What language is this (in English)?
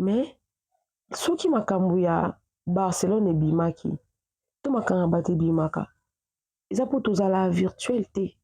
Lingala